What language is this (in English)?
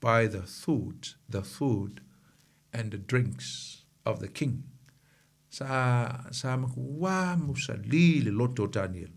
Samoan